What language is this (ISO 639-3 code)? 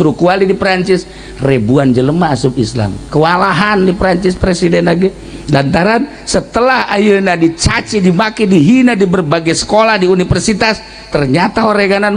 sun